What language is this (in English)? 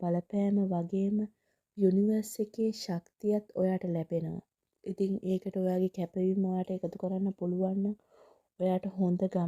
Sinhala